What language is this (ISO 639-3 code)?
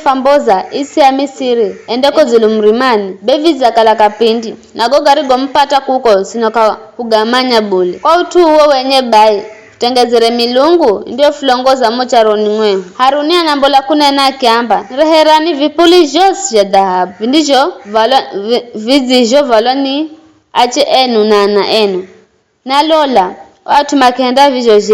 nyf